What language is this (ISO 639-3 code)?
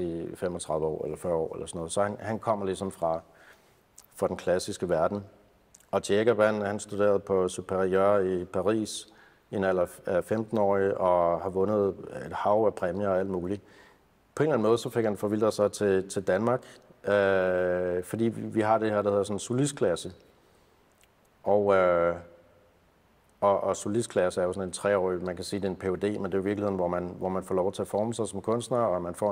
dan